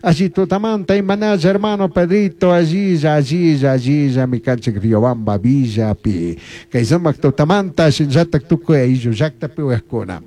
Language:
Chimborazo Highland Quichua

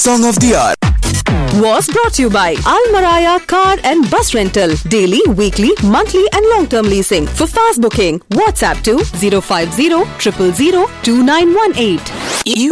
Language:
English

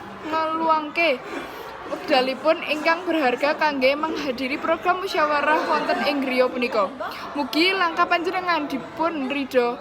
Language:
Javanese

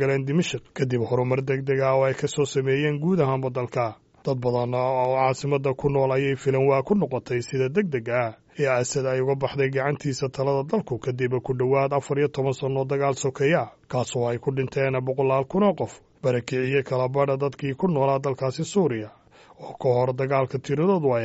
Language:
Somali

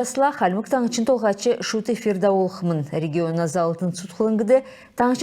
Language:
Kalmyk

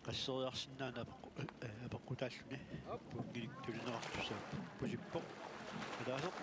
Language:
Kalaallisut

